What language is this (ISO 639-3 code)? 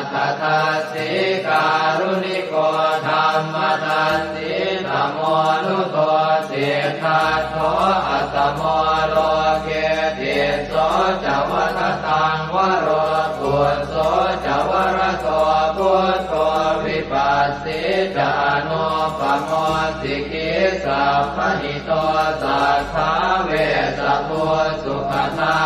pli